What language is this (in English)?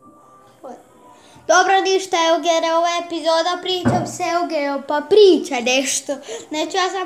Croatian